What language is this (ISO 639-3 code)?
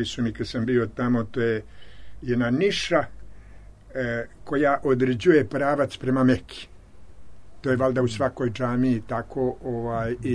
srp